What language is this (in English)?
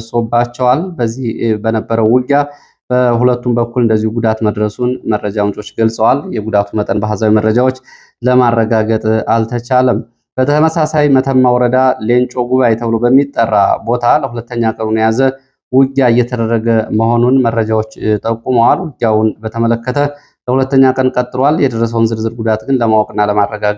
Amharic